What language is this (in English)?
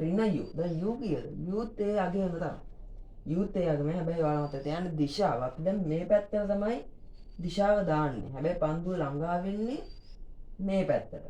Sinhala